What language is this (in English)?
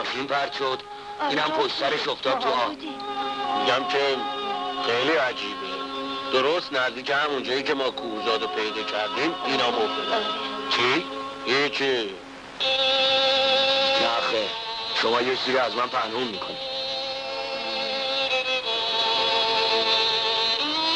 Persian